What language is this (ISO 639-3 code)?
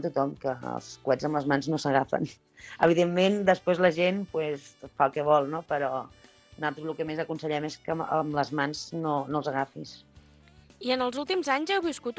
cat